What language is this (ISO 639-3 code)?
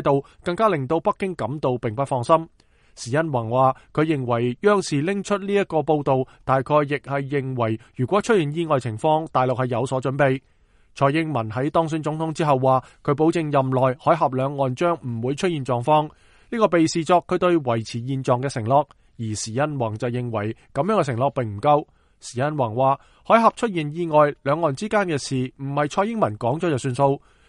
yue